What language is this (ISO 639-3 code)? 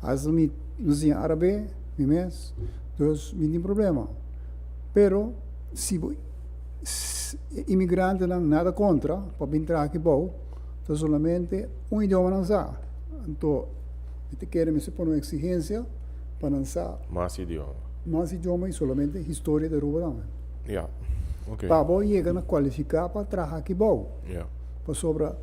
pap